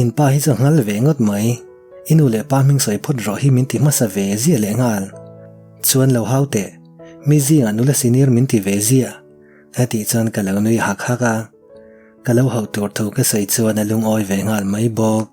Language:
Mizo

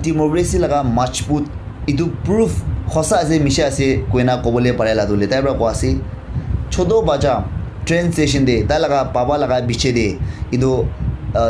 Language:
Naga Pidgin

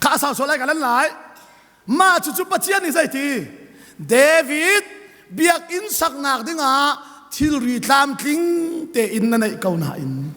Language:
Hakha Chin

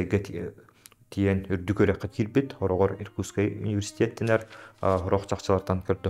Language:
Yakut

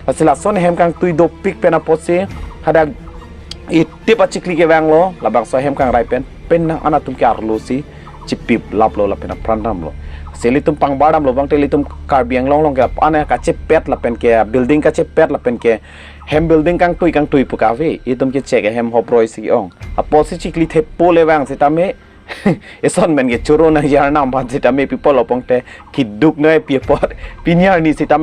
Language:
Karbi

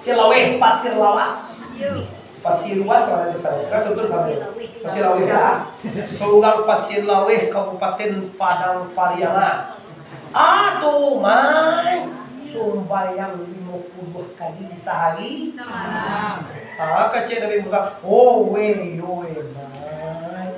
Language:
Minangkabau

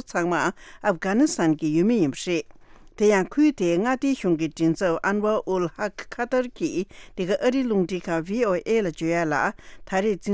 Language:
Tibetan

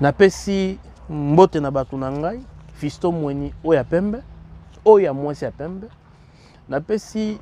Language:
Lingala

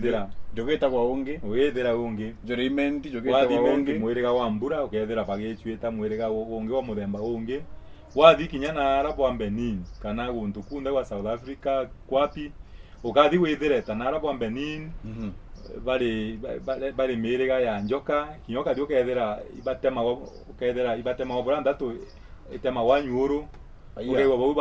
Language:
Meru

